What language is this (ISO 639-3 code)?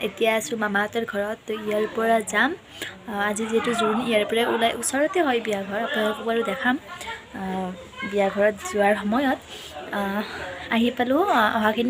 asm